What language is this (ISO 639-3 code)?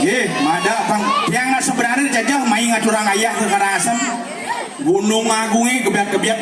ban